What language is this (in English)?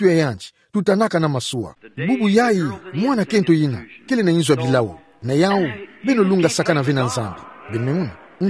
Kituba (Democratic Republic of Congo)